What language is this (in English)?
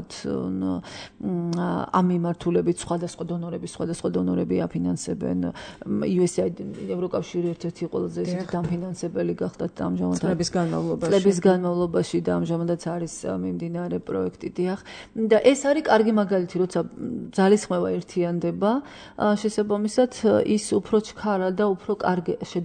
Georgian